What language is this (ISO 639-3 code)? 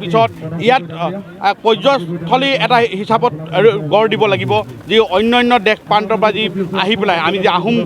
asm